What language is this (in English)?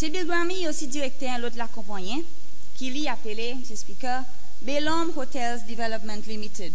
Seselwa Creole French